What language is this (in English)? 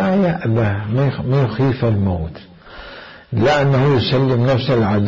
Mesopotamian Arabic